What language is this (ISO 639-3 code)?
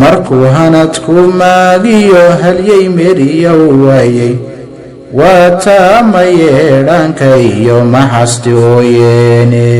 som